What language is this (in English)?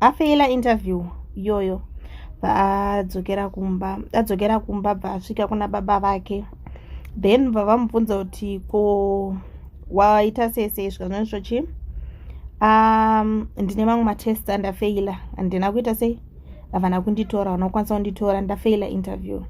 Shona